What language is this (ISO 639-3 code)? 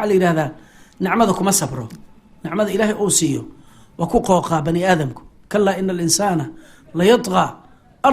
som